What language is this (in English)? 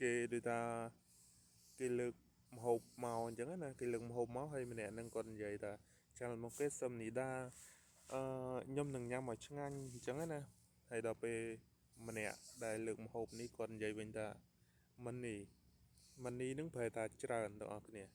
Khmer